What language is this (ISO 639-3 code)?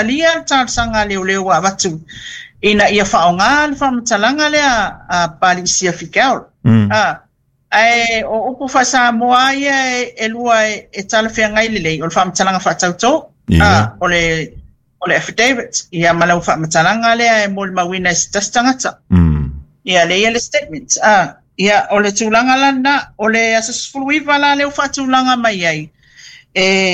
smo